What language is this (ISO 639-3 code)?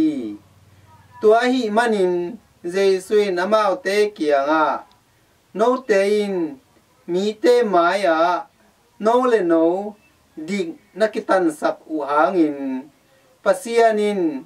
ctd